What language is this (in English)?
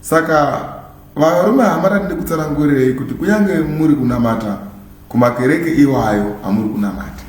Shona